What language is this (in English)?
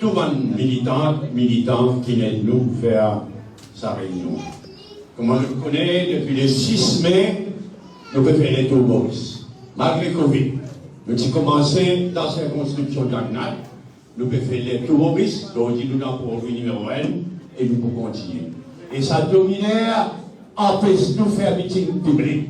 Morisyen